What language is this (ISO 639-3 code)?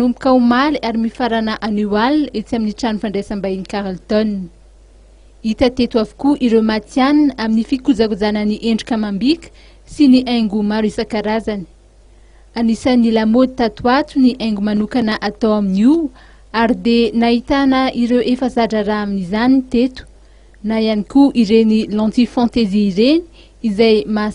mlg